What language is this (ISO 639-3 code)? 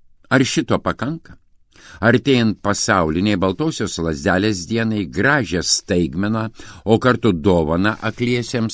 lit